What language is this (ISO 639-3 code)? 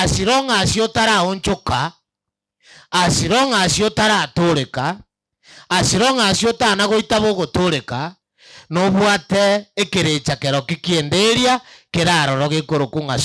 guz